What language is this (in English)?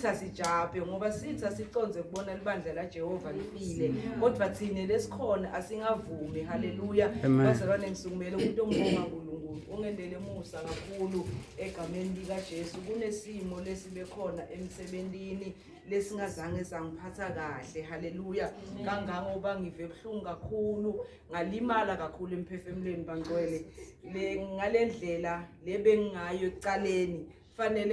Zulu